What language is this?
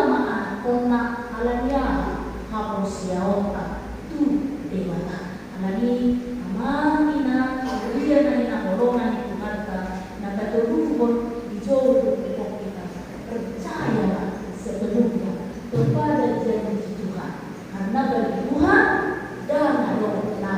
Batak Toba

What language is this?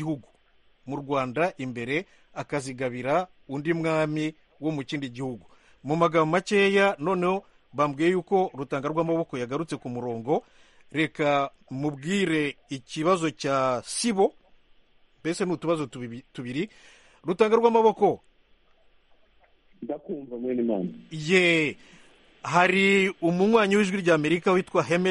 Kinyarwanda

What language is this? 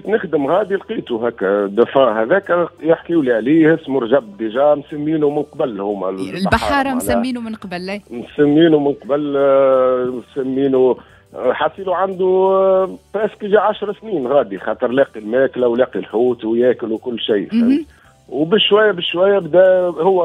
Tunisian Arabic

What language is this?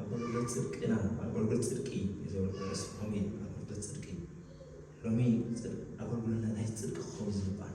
Tigrinya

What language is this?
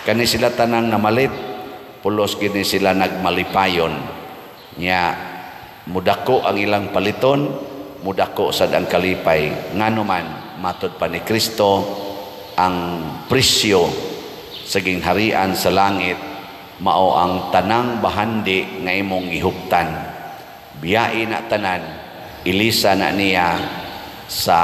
Cebuano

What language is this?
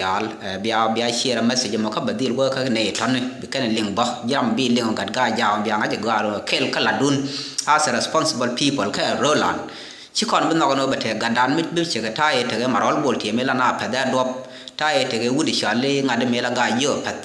Nuer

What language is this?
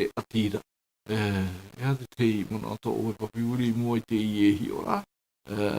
Tahitian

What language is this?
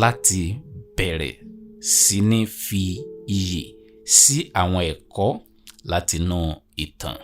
Yoruba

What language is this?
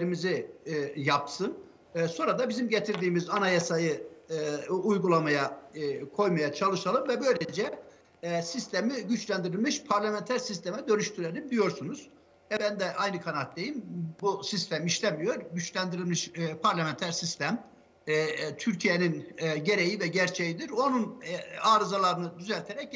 Turkish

